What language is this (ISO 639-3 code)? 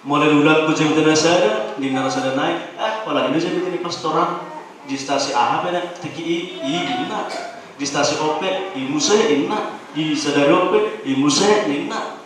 bbc